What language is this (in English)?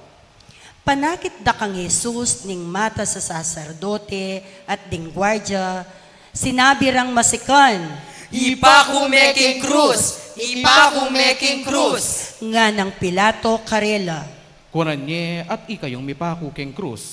Pampanga